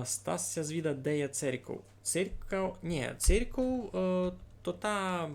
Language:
Rusyn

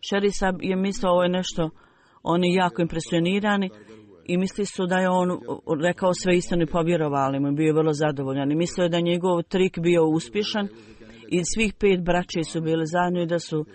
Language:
Bosnian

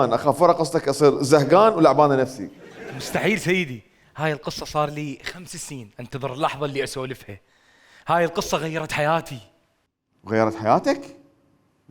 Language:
Mesopotamian Arabic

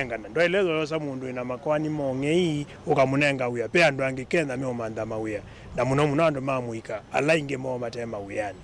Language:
Kamba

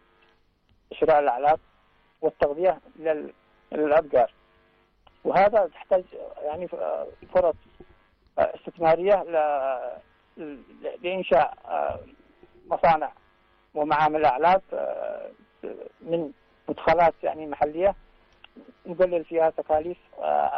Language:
Arabic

